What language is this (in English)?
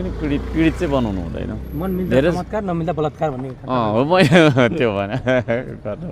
Nepali